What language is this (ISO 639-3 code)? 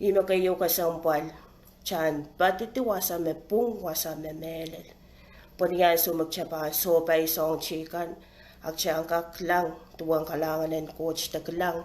pon